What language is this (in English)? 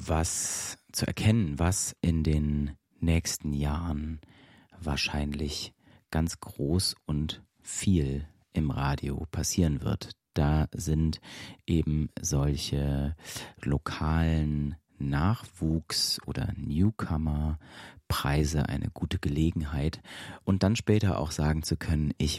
German